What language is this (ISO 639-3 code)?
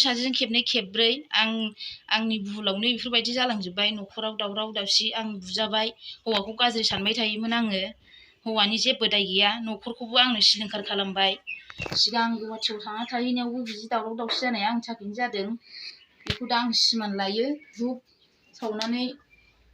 brx